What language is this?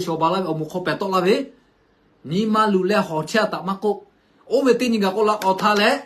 Lahu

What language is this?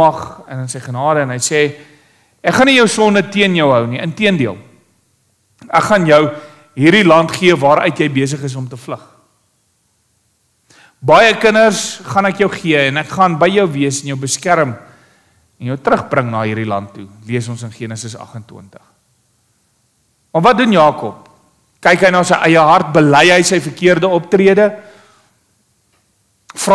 Afrikaans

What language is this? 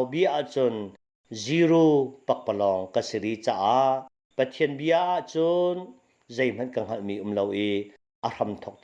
Hakha Chin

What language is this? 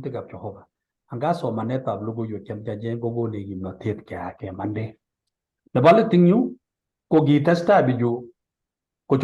Kalenjin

